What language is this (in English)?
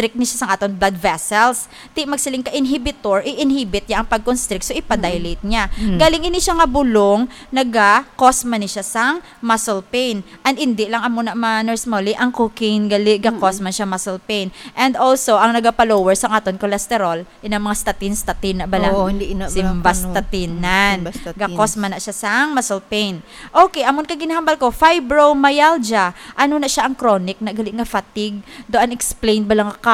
Hiligaynon